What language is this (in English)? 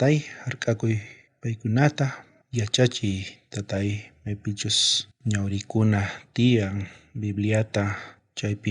South Bolivian Quechua